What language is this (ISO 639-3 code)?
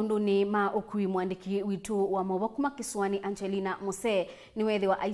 kam